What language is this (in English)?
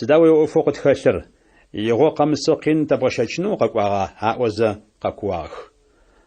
Adyghe